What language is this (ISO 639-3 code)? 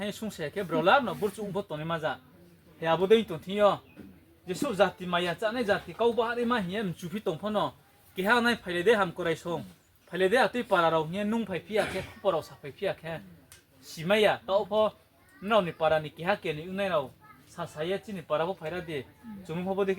ria